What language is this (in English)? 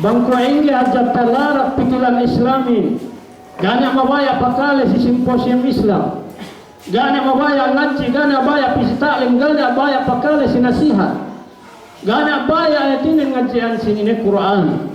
Yakan